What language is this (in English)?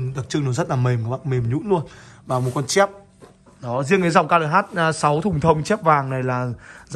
Vietnamese